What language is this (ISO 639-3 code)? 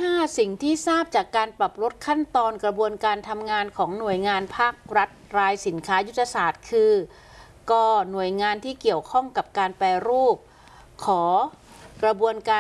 tha